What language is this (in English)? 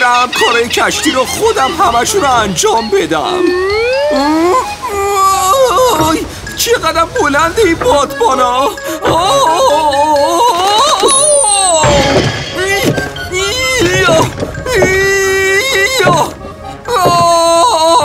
Persian